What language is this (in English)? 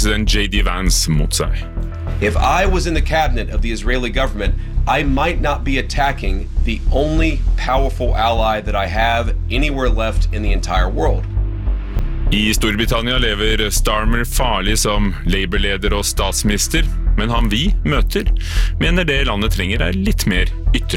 Norwegian